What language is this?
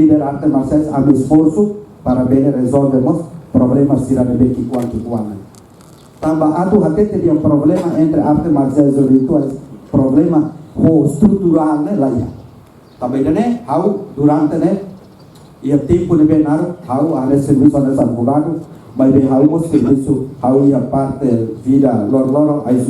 Tetum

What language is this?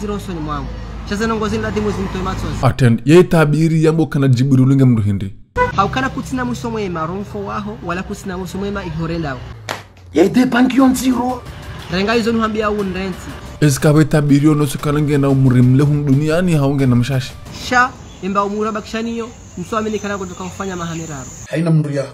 Ngazidja Comorian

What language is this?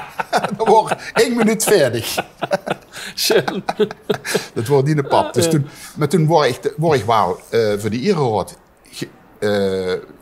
Limburgish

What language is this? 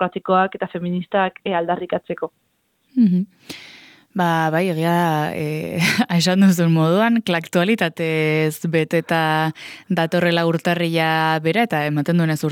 Basque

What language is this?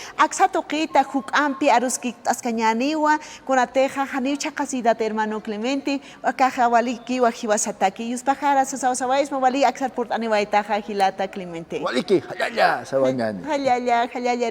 Aymara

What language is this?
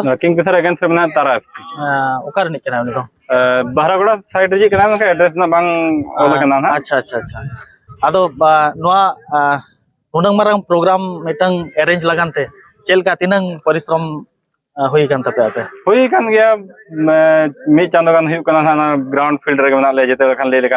Santali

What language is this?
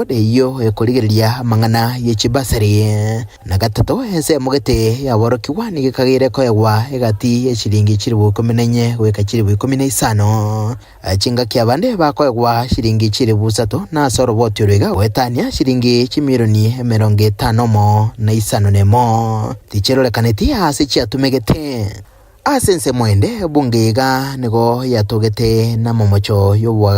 Gusii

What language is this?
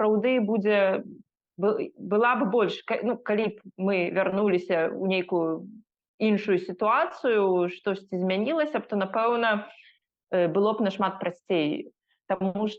Belarusian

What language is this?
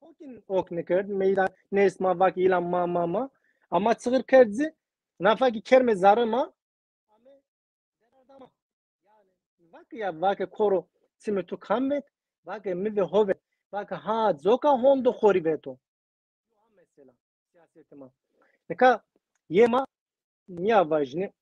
Zaza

